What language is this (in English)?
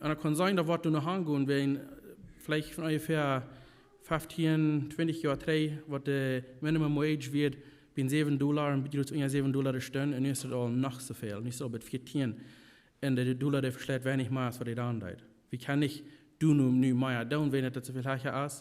Plautdietsch